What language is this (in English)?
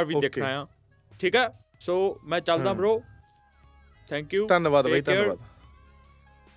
Punjabi